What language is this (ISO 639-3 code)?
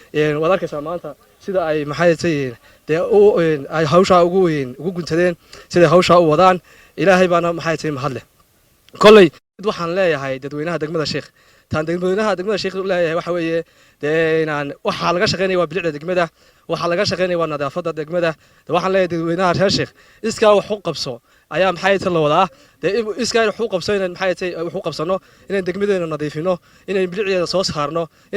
som